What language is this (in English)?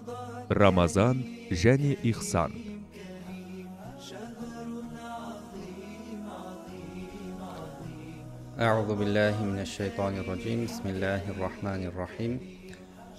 Kazakh